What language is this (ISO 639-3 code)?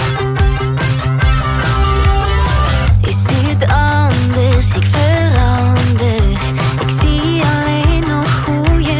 nld